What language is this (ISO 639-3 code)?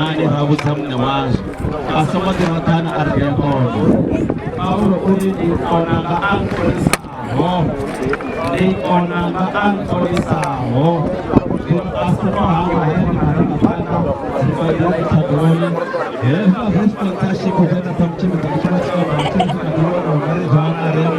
ven